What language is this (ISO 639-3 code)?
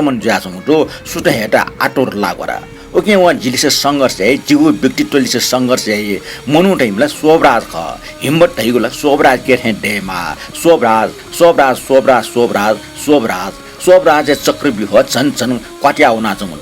new